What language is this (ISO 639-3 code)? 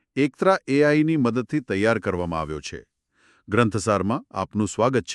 guj